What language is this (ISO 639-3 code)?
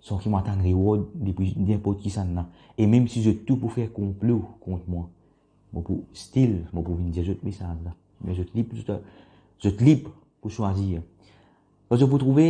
mfe